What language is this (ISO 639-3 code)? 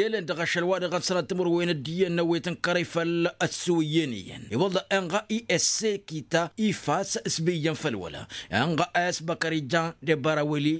taq